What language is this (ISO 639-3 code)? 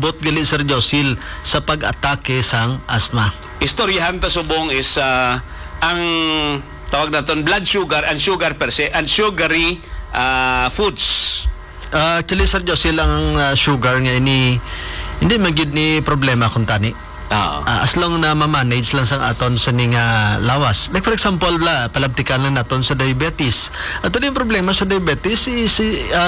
hil